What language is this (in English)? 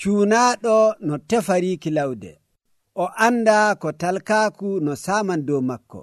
Nigerian Fulfulde